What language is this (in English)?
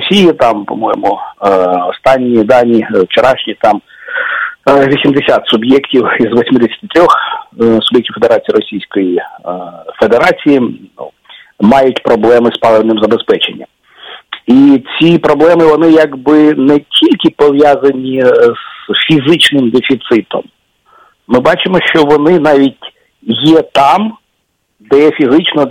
Ukrainian